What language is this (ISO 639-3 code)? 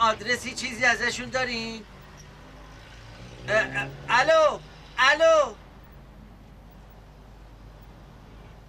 fas